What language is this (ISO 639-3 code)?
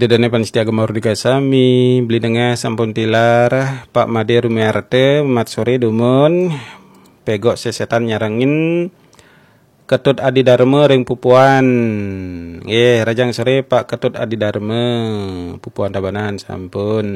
ban